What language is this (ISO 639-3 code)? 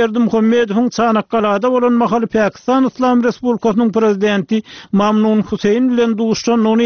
tuk